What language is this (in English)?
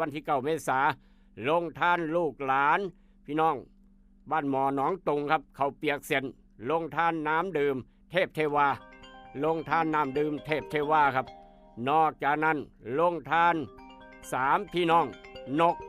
Northeastern Thai